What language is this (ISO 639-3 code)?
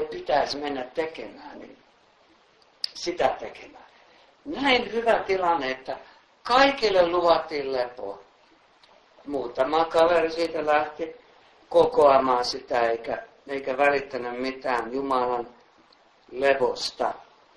fin